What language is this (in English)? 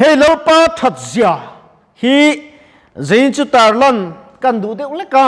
Mizo